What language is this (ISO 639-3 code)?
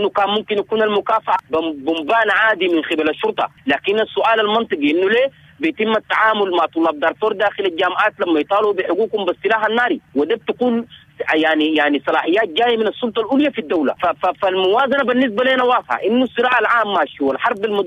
apd